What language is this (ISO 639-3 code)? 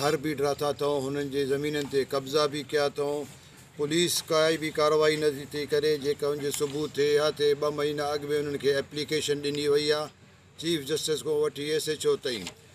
snd